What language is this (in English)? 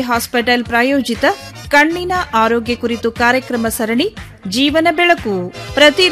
Kannada